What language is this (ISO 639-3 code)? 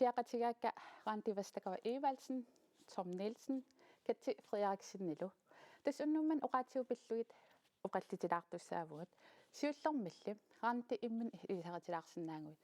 kal